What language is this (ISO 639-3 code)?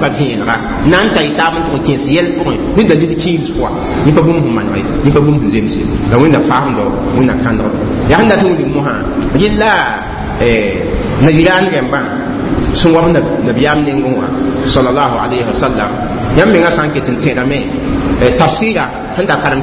mos